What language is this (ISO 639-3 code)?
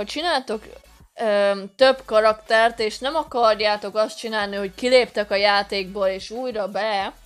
hun